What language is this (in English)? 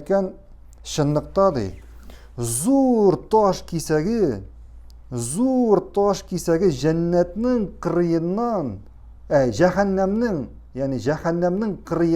Tatar